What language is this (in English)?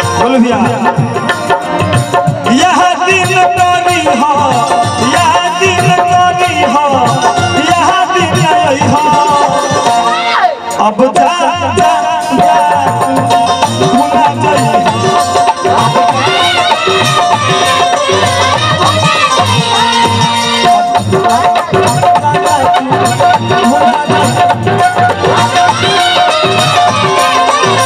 Bhojpuri